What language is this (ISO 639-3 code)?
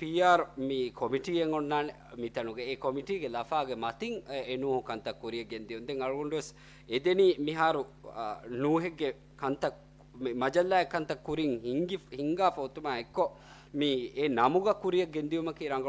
div